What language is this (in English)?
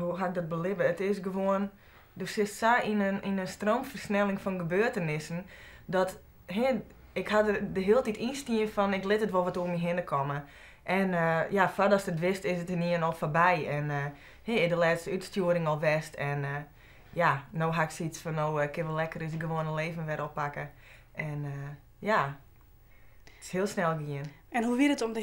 Western Frisian